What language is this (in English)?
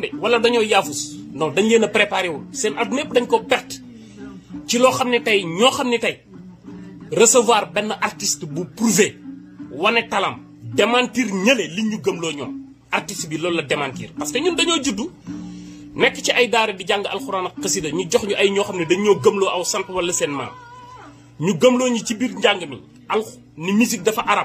Wolof